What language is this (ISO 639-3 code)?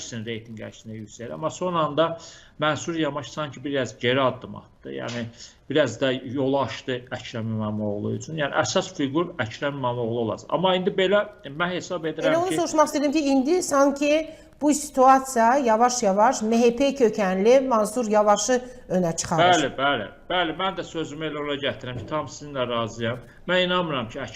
aze